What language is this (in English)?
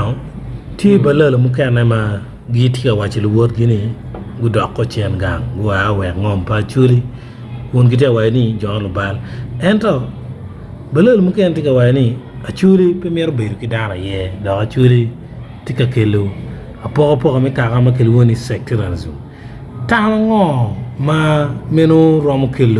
Acoli